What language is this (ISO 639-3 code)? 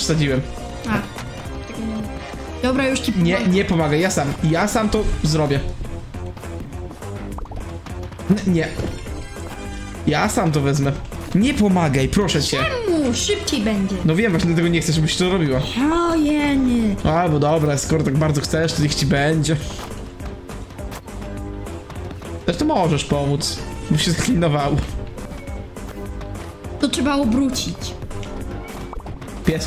pol